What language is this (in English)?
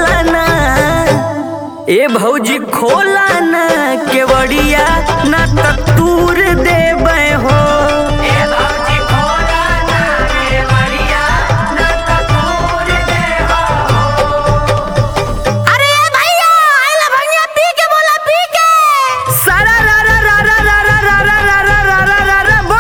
Bhojpuri